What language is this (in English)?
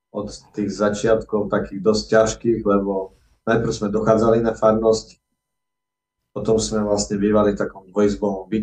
Slovak